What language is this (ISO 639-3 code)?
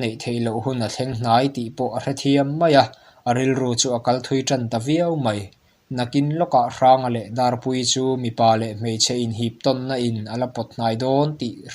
lus